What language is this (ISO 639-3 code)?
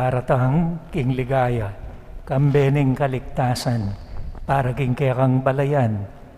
pam